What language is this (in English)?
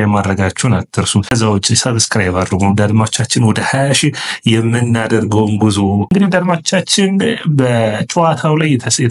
Amharic